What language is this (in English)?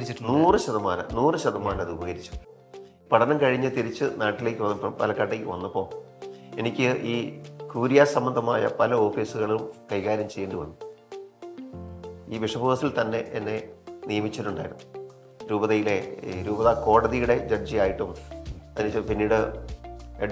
Malayalam